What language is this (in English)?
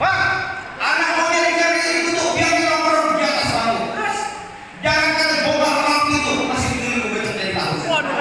Betawi